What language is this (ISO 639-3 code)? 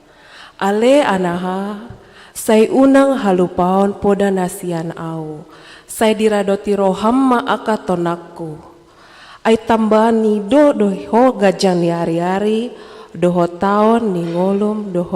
bbc